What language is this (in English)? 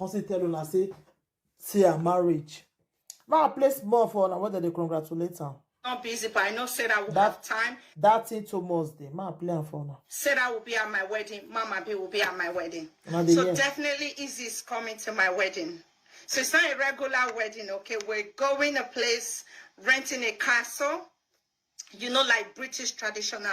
Nigerian Pidgin